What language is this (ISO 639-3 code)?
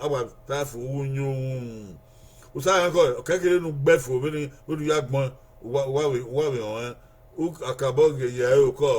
bin